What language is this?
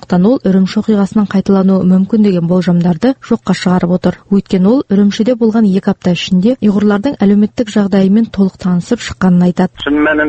Kazakh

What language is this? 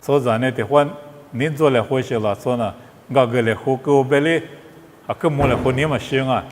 Lisu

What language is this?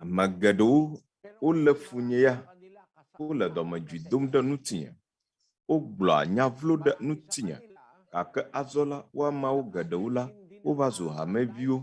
Ewe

